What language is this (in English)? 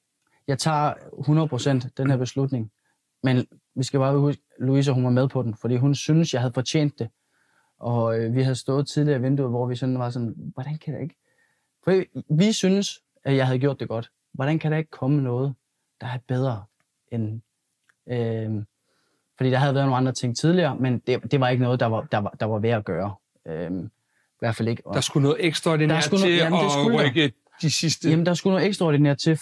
Danish